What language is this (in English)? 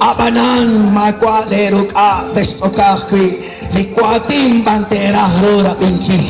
Kekchí